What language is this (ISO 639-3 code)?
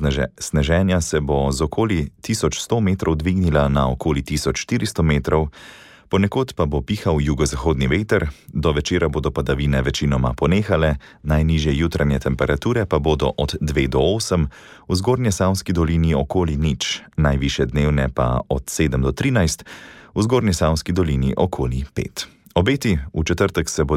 slv